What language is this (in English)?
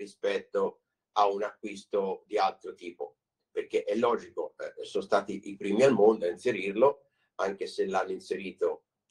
Italian